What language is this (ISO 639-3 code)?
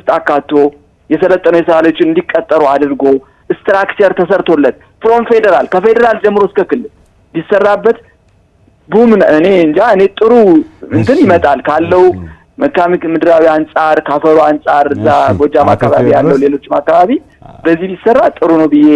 amh